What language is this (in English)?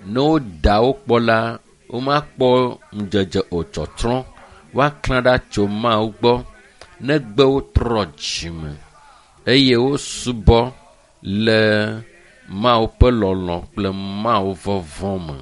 Ewe